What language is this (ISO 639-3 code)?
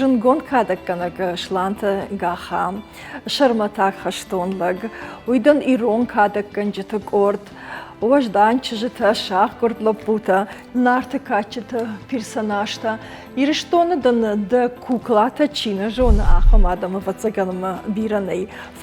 oss